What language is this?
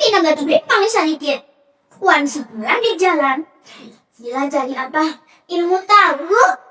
Banjar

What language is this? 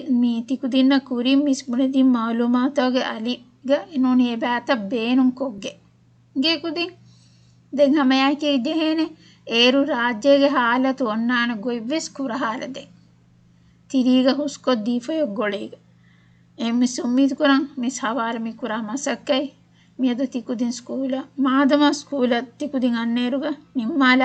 Divehi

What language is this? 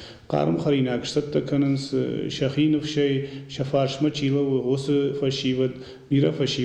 Ossetic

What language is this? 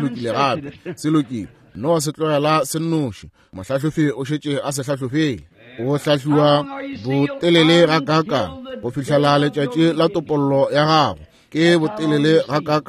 Northern Sotho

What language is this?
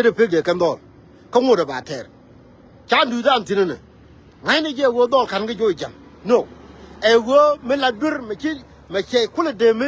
Nuer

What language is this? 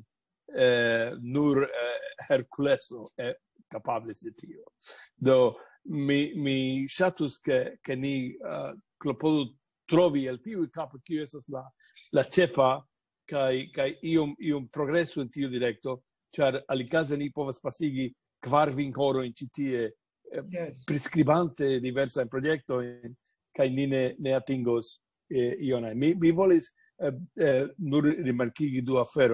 Esperanto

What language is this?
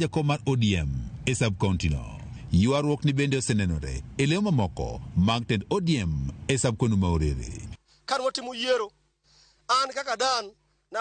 Luo (Kenya and Tanzania)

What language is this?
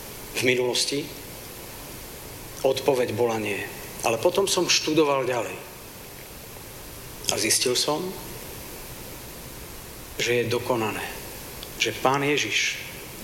Slovak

